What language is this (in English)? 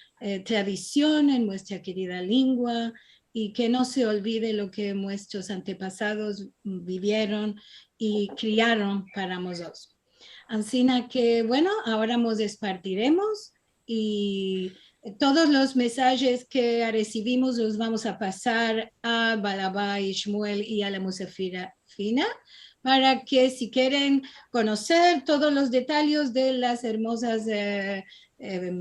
Ladino